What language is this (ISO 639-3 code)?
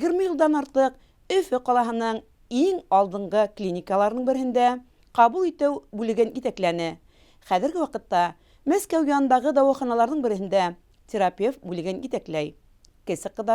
bak